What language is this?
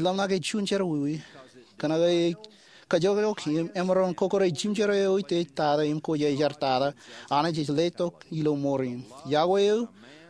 Marshallese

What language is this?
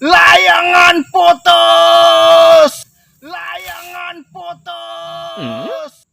Banjar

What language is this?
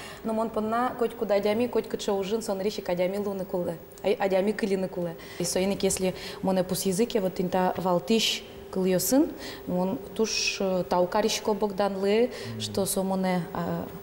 Udmurt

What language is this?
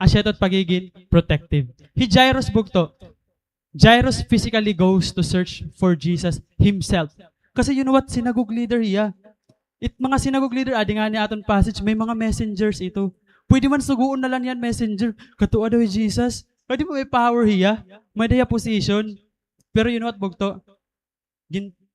Waray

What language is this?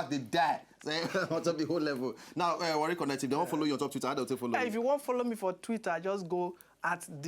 Nigerian Pidgin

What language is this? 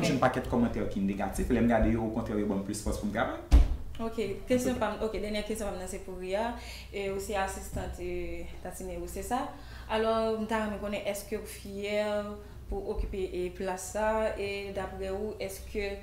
Haitian Creole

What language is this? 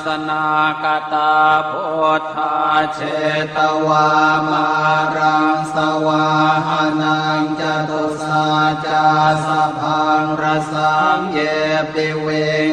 Pali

